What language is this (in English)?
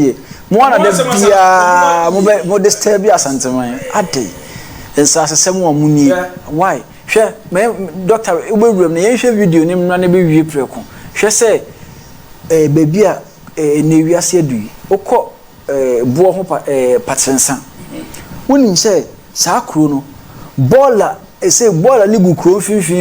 Akan